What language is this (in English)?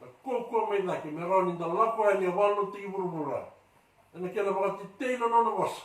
Fijian